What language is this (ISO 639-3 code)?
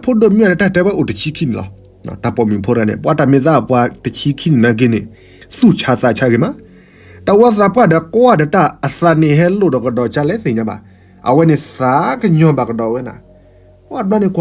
ksw